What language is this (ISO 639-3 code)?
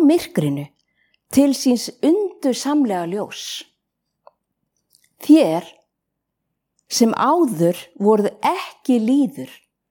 isl